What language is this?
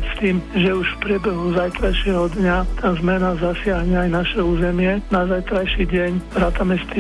Slovak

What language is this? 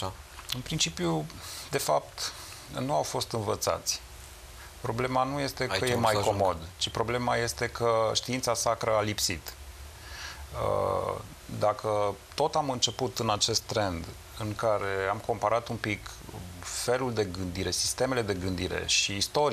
Romanian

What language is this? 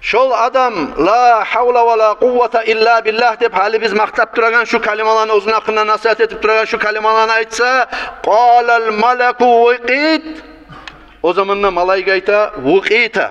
Kumyk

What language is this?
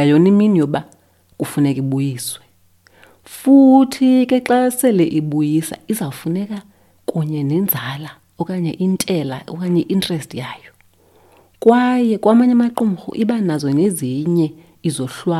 Xhosa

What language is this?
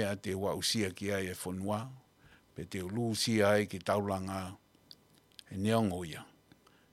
Tongan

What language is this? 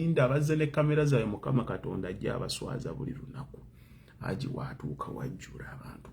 Ganda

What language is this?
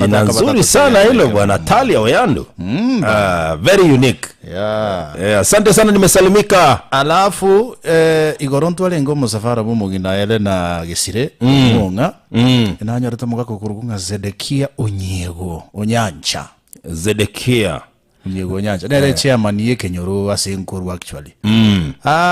Gusii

